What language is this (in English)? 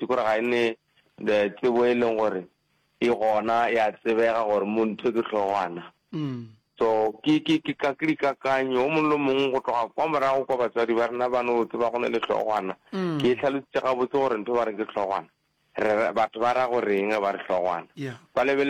Northern Sotho